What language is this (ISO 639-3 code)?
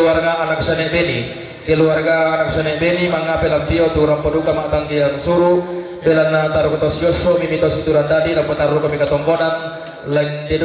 sda